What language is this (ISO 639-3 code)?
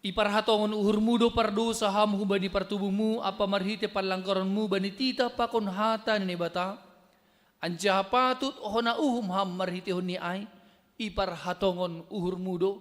bts